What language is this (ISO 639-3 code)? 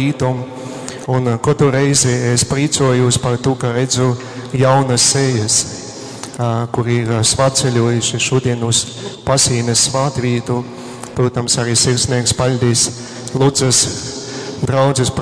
ltg